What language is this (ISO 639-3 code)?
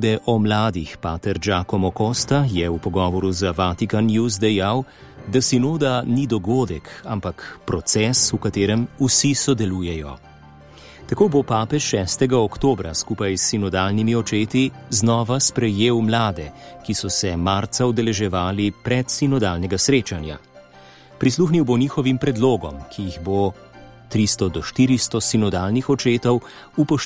slv